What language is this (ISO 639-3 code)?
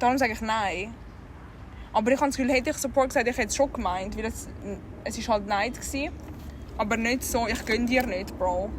gsw